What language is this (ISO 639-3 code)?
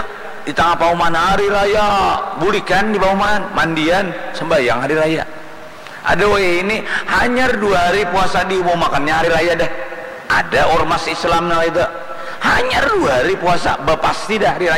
bjn